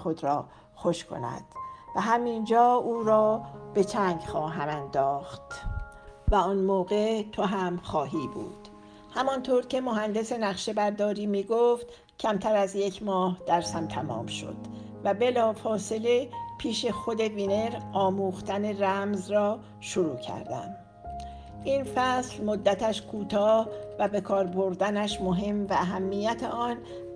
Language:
Persian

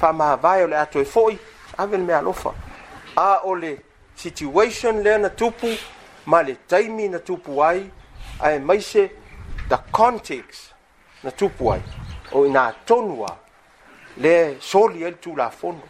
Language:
Samoan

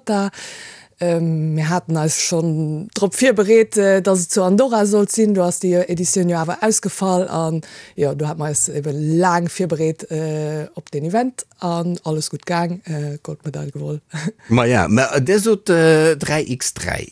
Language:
Luxembourgish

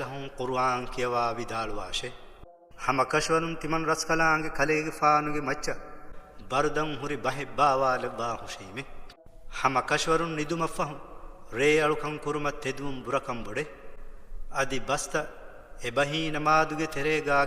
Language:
Divehi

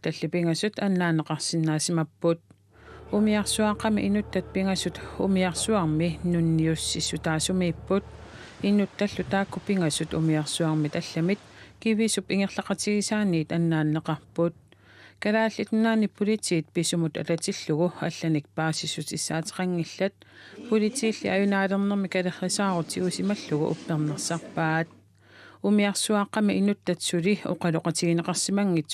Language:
Kalaallisut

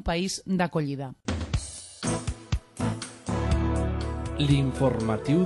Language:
Catalan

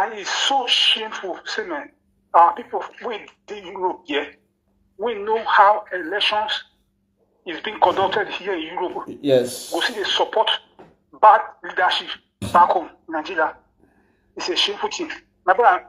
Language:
Nigerian Pidgin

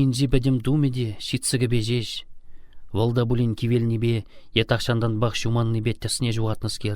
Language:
Chuvash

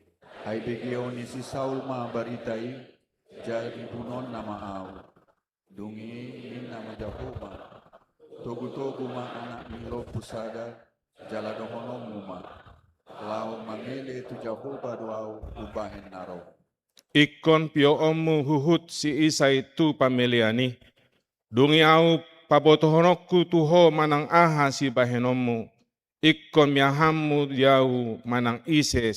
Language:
Batak Toba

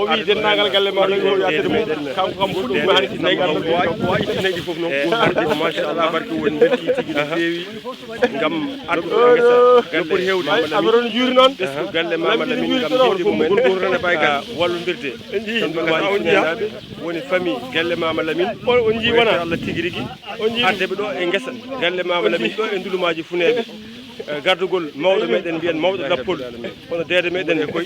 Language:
Fula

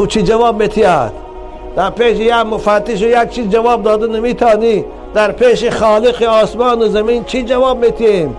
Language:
Tajik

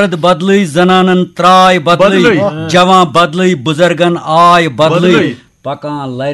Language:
Kashmiri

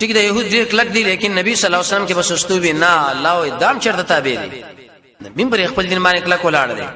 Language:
Pashto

